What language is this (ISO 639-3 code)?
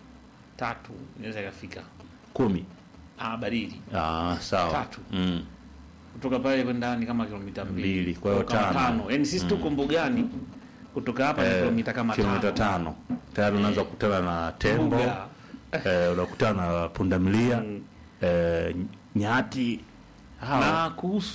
swa